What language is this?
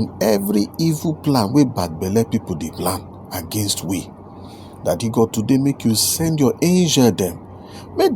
Nigerian Pidgin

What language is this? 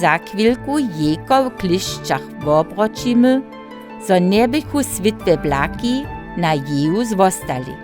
Upper Sorbian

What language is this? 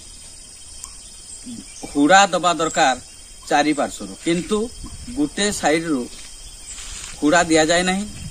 Odia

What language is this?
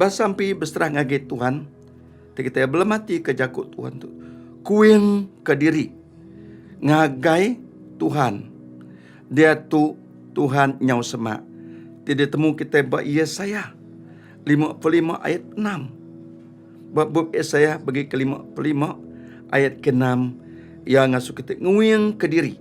Iban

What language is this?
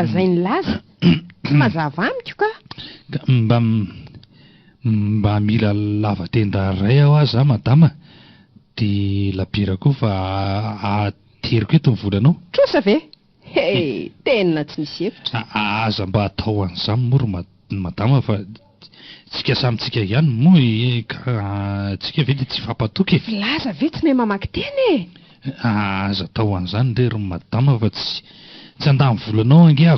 Malagasy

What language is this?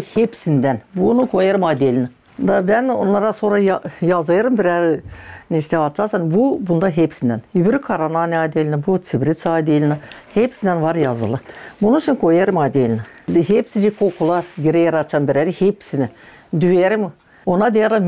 Gagauz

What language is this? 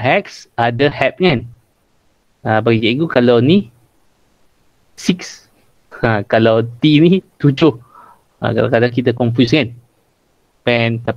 Malay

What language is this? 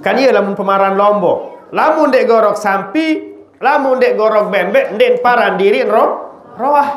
Sasak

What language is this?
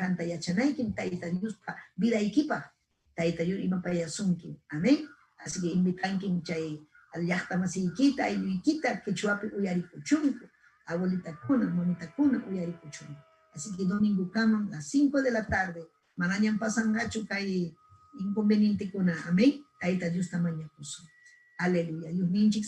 Ayacucho Quechua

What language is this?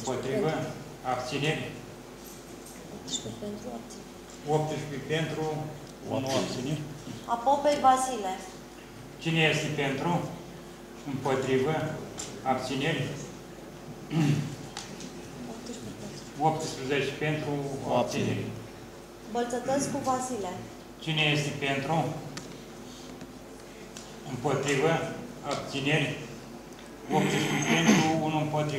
Romanian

